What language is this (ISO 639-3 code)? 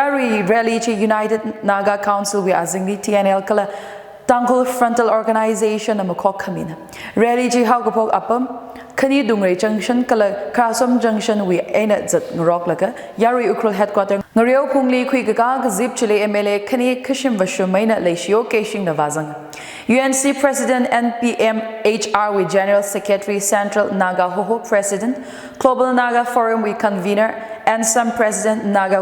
nmf